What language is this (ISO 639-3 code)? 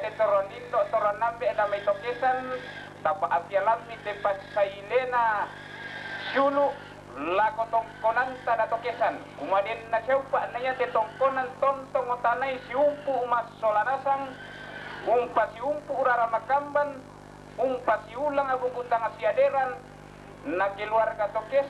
sda